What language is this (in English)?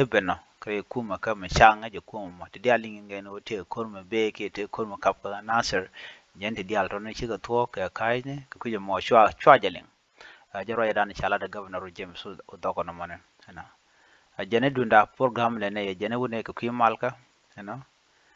Nuer